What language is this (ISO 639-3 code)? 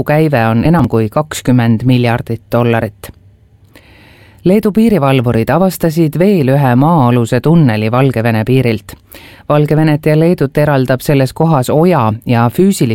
est